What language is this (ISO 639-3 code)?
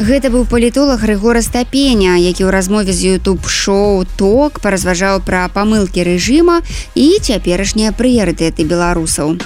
bel